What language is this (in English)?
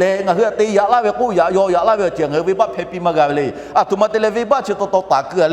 Lahu